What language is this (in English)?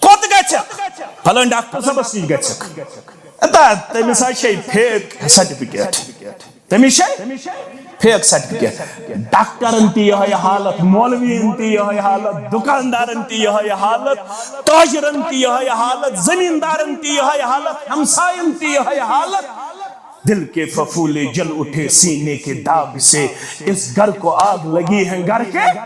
Kashmiri